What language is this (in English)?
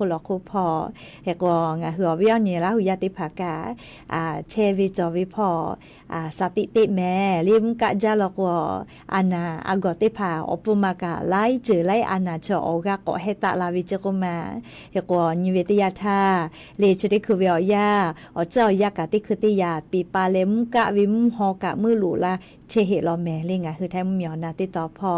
Lahu